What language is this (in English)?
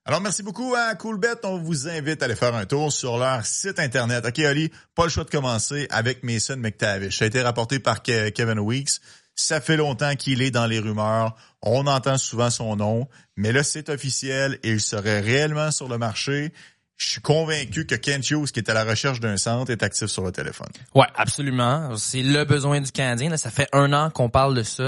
French